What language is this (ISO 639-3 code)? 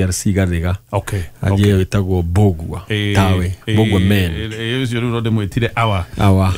kik